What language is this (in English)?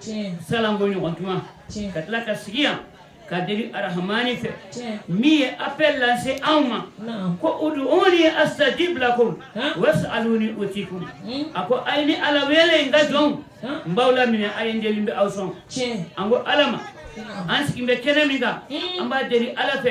Bambara